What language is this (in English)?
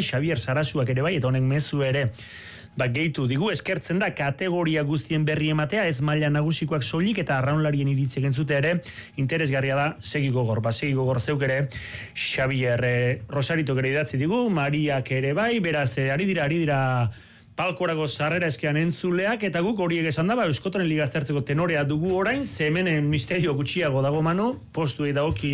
Basque